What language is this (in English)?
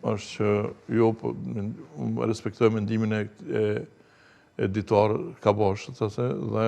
Albanian